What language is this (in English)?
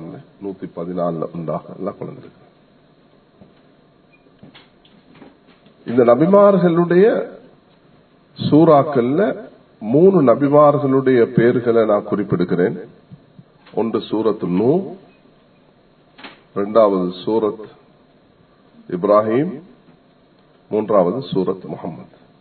Tamil